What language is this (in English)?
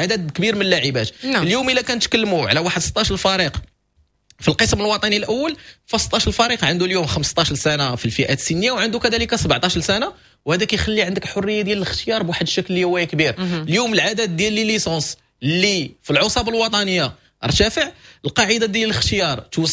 Moroccan Arabic